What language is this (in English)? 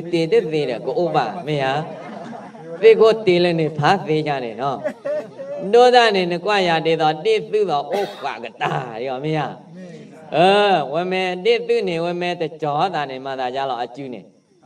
S'gaw Karen